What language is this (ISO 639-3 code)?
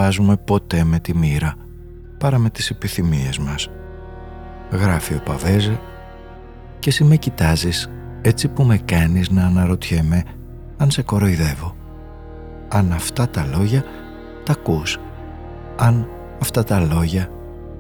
ell